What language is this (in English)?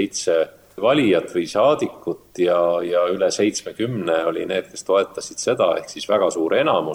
Estonian